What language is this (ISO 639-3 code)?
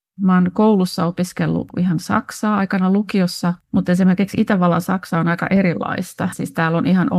fin